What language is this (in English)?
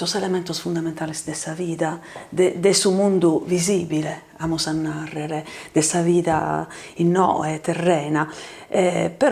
Sardinian